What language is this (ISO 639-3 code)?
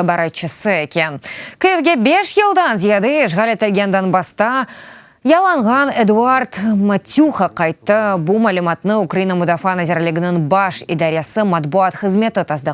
crh